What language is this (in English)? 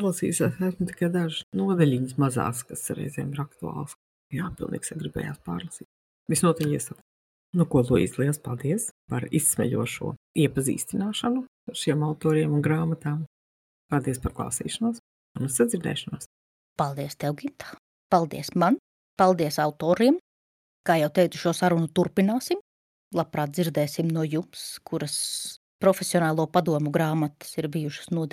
Latvian